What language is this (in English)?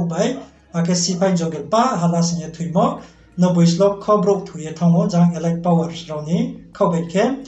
Riang (India)